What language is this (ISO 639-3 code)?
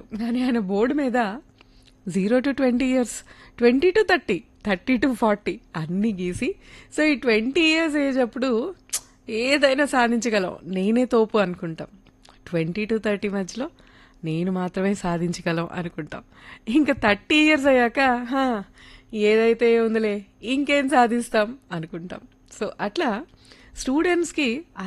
tel